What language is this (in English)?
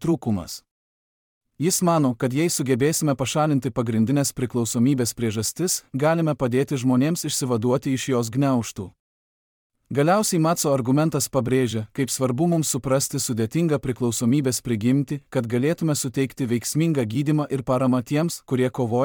Lithuanian